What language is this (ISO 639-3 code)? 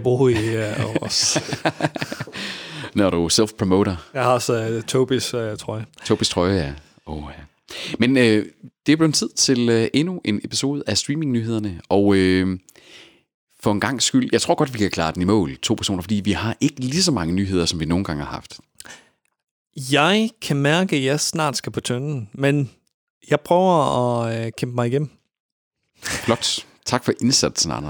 dan